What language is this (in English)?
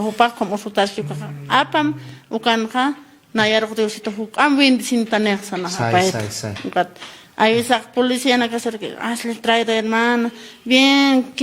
Aymara